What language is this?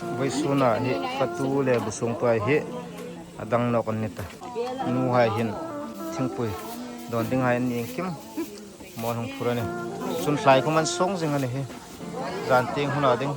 Hmar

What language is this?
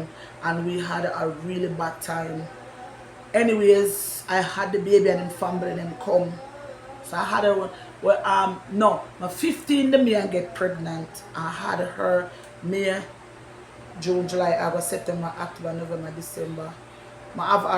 Jamaican Creole English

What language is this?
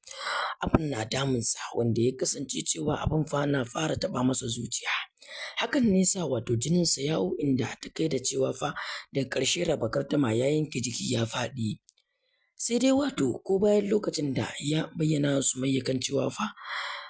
Hausa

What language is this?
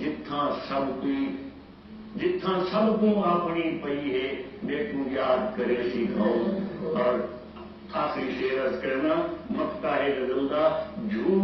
Saraiki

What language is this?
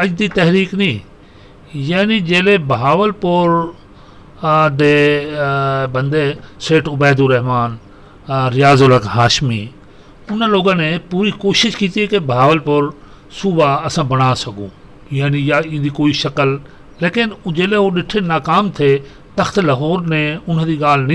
Saraiki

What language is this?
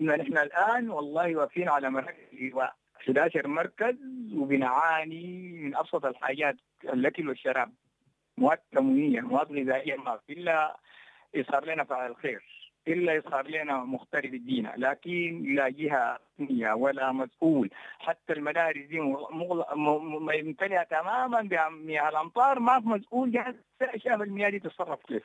Sudanese Arabic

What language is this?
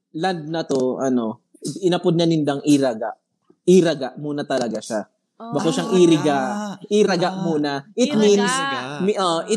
Bikol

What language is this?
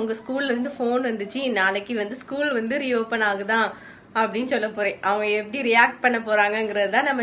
Tamil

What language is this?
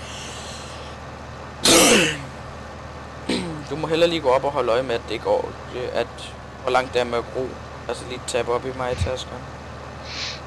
Danish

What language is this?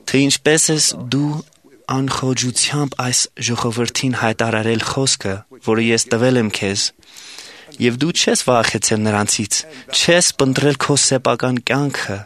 Armenian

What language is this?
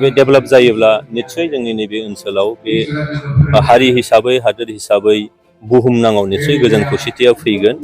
Bodo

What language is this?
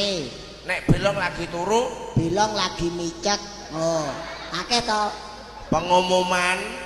Javanese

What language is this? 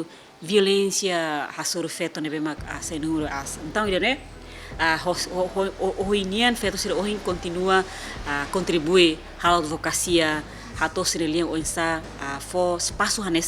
Tetum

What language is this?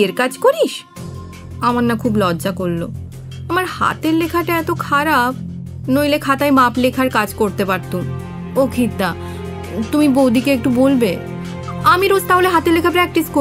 Bangla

